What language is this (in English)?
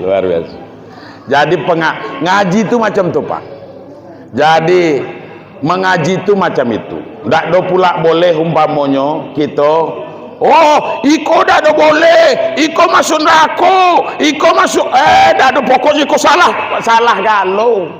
Minangkabau